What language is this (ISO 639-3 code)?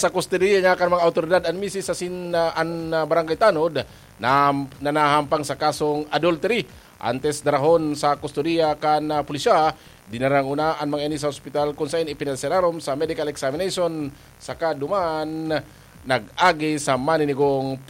bik